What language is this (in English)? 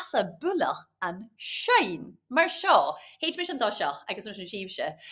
Scottish Gaelic